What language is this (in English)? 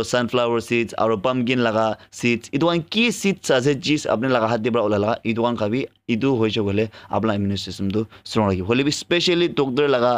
Naga Pidgin